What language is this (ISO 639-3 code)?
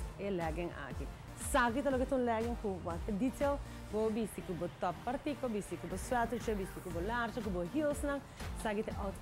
pap